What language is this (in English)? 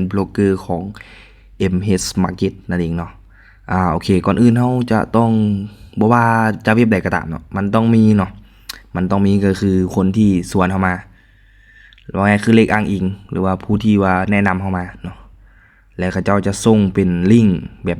Lao